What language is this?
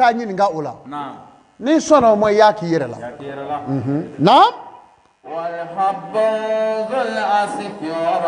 Bambara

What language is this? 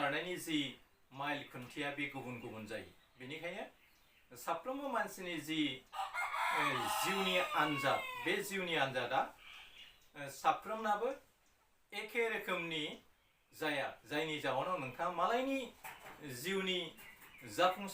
Bodo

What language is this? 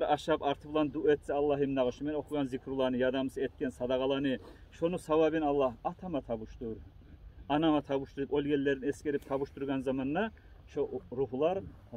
Kumyk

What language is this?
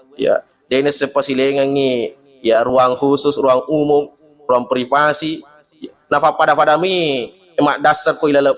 Buginese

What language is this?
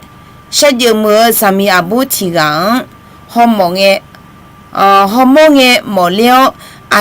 Akha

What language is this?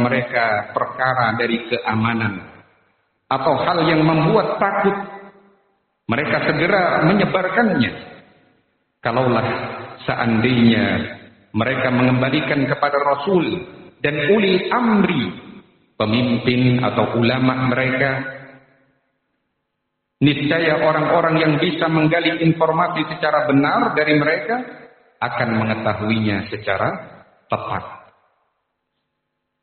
Indonesian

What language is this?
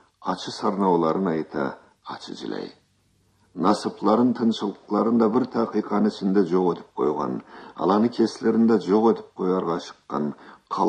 Karachay-Balkar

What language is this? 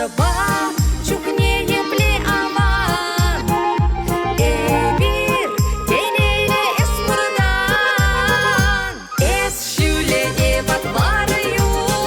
Chuvash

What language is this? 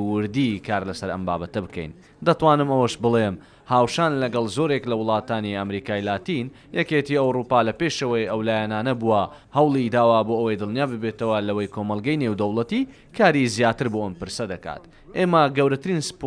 Central Kurdish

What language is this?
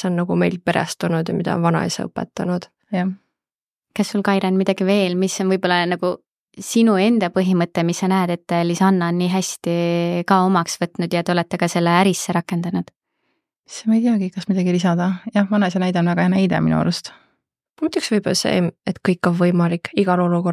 Estonian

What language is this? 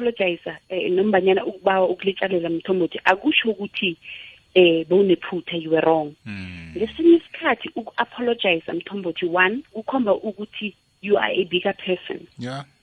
South Ndebele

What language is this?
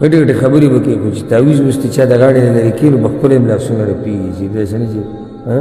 Pashto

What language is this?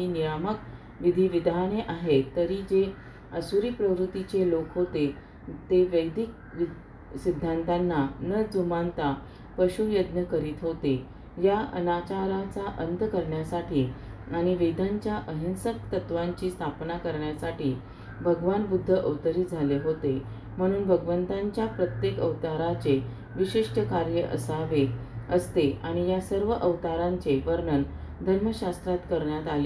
Marathi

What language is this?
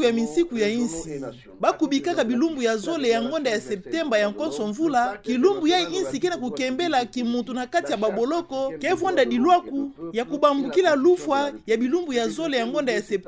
Kituba (Democratic Republic of Congo)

